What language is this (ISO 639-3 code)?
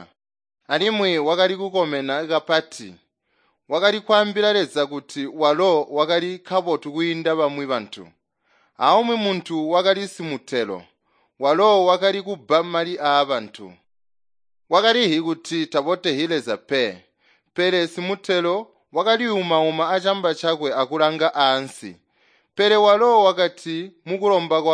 toi